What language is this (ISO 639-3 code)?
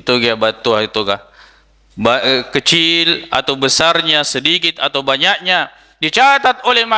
bug